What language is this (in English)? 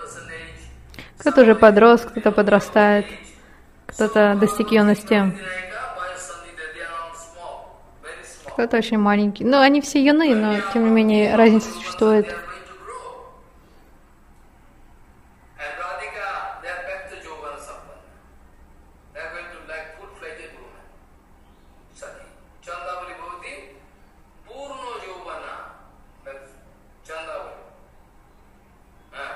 Russian